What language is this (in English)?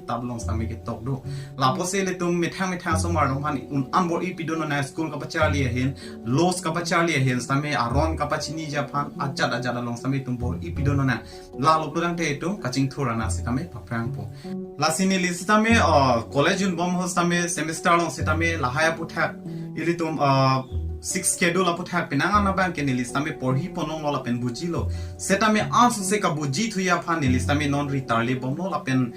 Karbi